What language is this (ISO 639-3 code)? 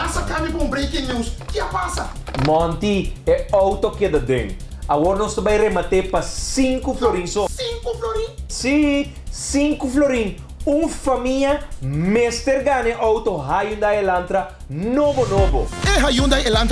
pap